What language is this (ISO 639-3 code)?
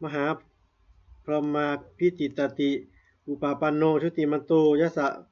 pli